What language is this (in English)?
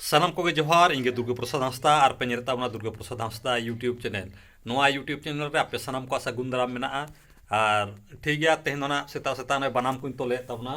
Santali